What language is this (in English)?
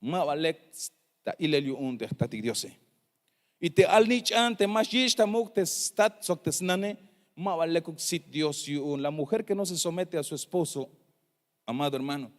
Tzeltal